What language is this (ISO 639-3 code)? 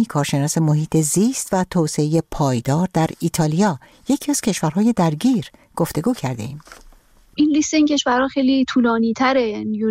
fas